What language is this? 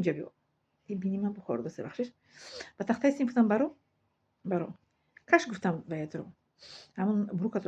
Tajik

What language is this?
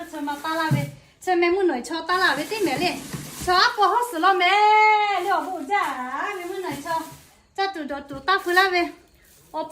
Lahu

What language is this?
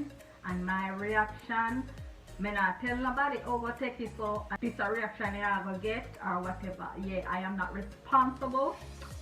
Jamaican Creole English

